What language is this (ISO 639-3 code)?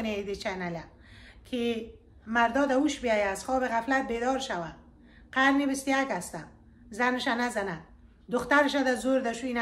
fas